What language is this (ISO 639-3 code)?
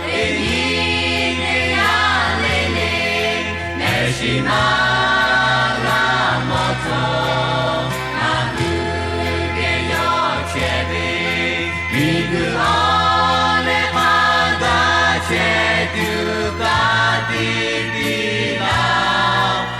lhu